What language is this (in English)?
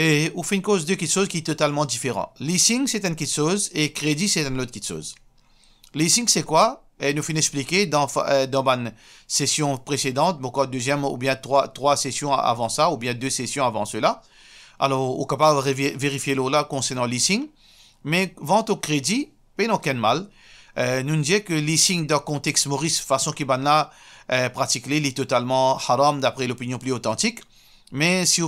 Morisyen